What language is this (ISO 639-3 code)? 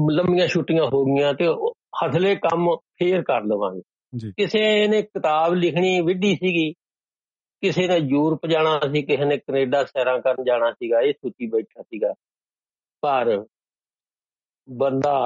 pan